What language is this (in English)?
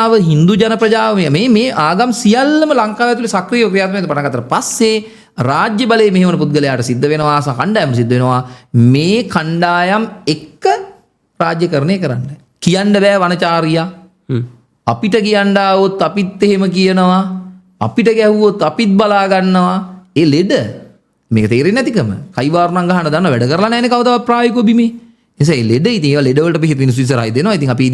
Sinhala